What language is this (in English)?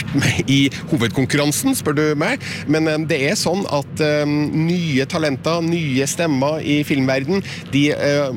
Norwegian